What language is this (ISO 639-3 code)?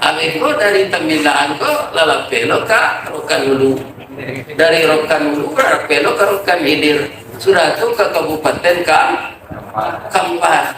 min